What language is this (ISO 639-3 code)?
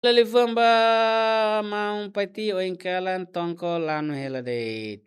tet